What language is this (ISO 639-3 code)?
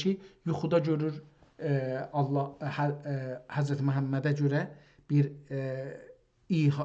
azb